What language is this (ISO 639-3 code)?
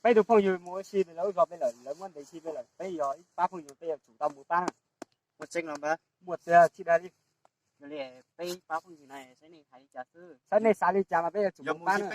hmn